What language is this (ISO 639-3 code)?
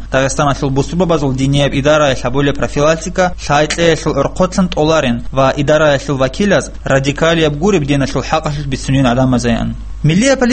ava